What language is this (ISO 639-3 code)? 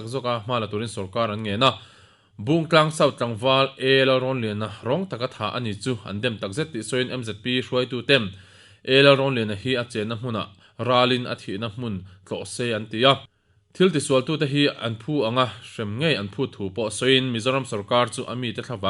lus